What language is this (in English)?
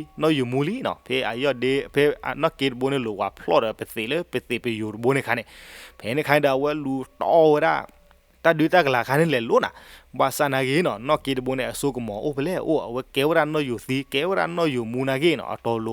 S'gaw Karen